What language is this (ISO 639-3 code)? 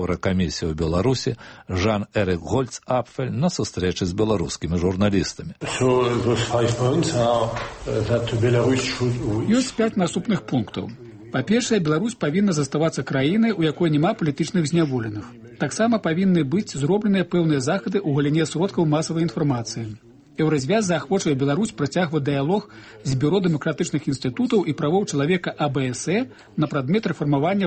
bel